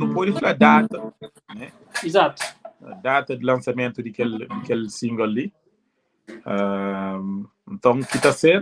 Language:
Kabuverdianu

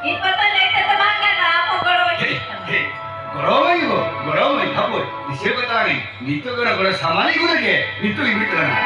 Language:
Santali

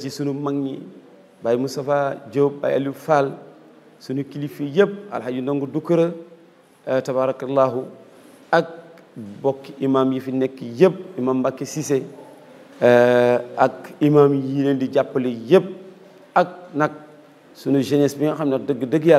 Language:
Wolof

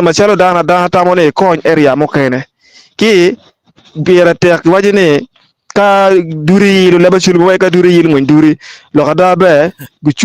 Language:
Acoli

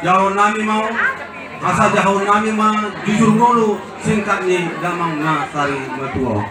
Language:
Batak Toba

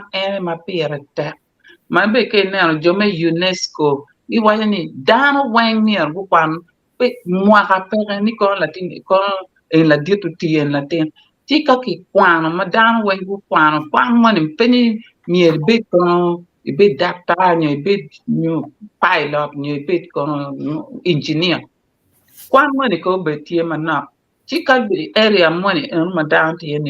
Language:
Acoli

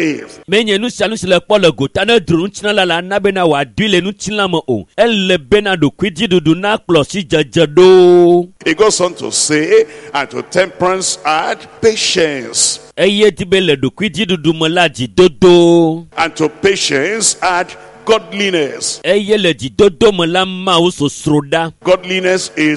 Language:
Ewe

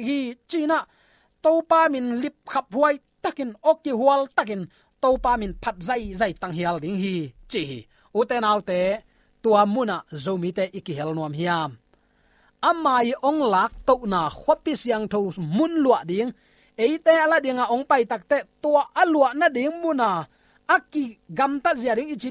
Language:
Tedim Chin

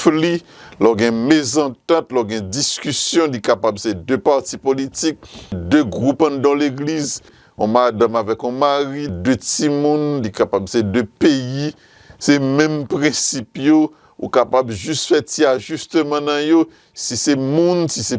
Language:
Haitian Creole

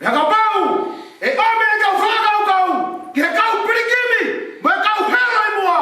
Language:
Tongan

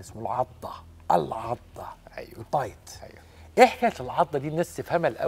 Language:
Egyptian Arabic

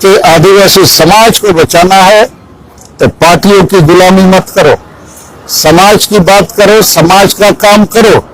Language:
Santali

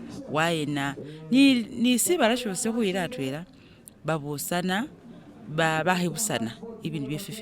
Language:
Masaaba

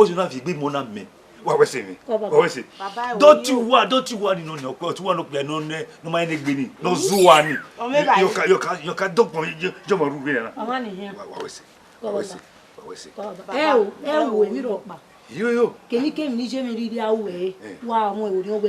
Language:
Bini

